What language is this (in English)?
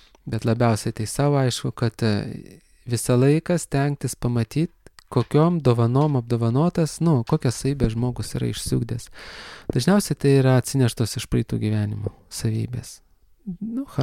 Lithuanian